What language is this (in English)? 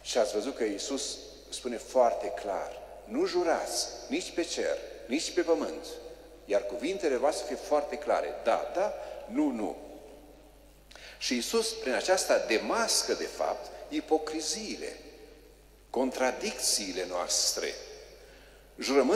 Romanian